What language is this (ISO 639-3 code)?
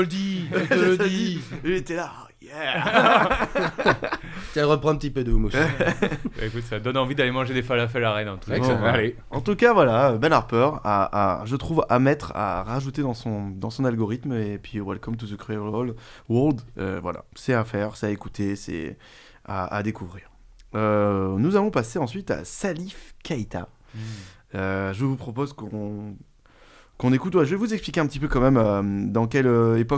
fra